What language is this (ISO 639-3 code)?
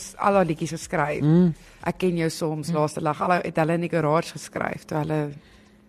afr